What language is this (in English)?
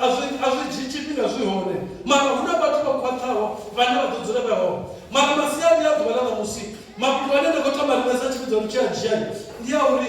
Venda